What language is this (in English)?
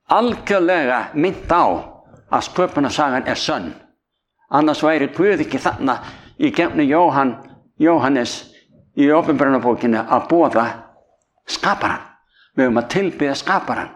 Icelandic